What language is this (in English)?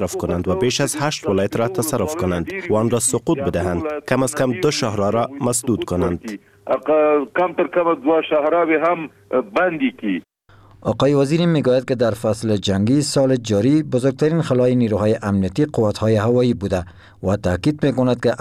Persian